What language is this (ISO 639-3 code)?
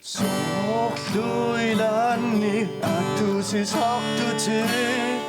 kal